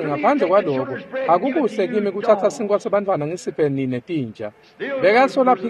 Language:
Swati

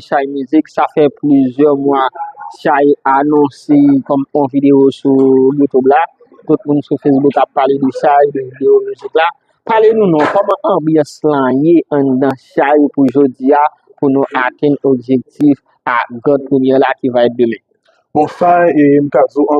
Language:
Haitian Creole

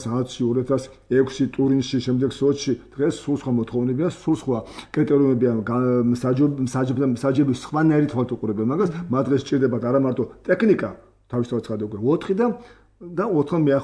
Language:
Georgian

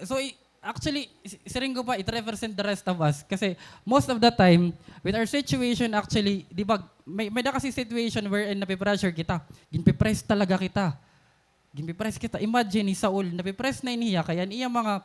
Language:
Waray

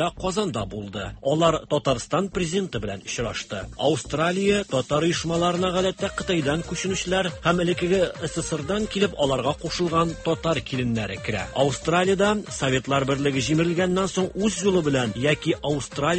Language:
Tatar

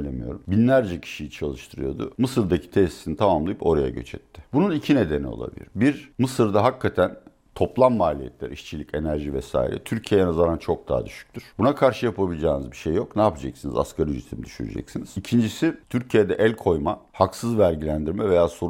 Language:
Turkish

